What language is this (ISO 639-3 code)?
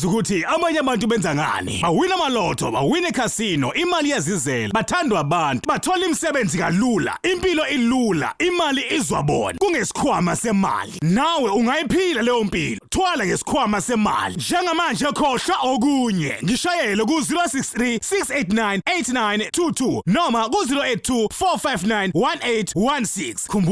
zul